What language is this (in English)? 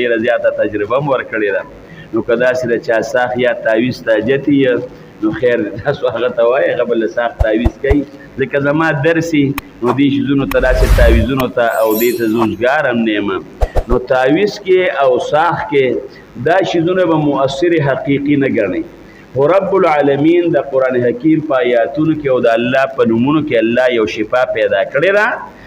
Pashto